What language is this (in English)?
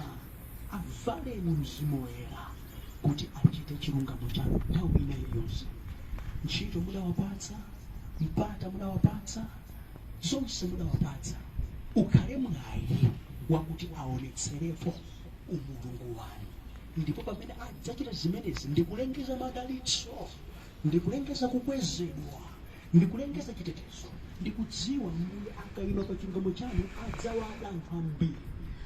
Nyanja